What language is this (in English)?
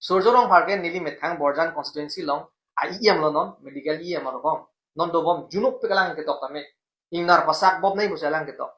Karbi